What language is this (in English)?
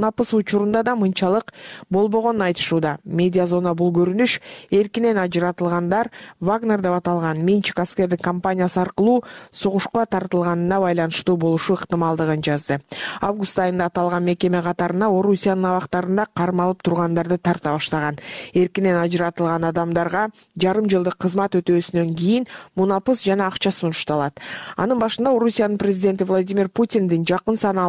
Kyrgyz